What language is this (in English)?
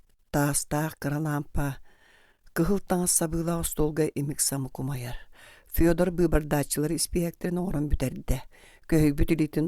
Yakut